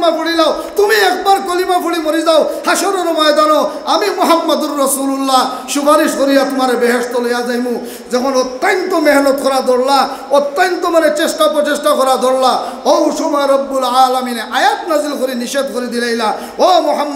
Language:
Sylheti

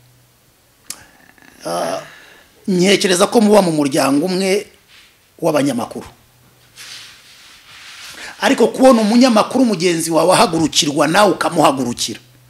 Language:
Kinyarwanda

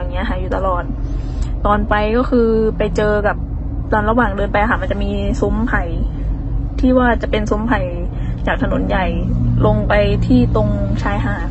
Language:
Thai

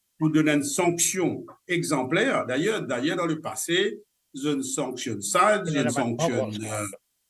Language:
Morisyen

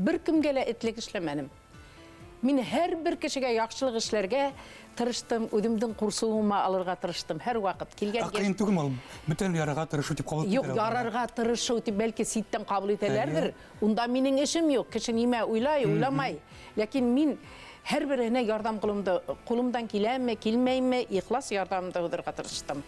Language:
Bashkir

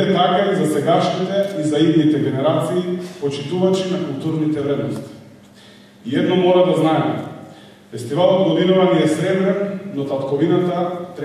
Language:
Macedonian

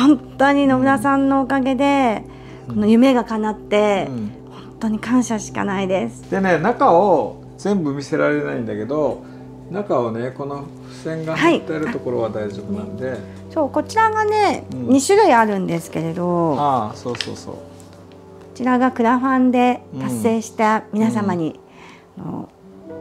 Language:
Japanese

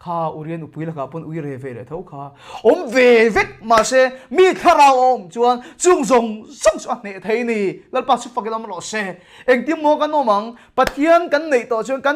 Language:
Mizo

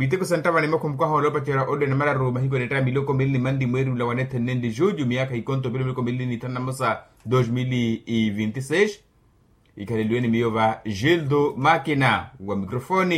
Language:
Makhuwa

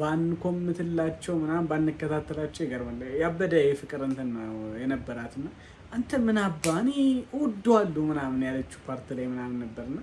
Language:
Amharic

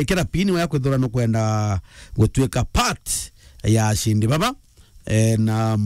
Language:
Meru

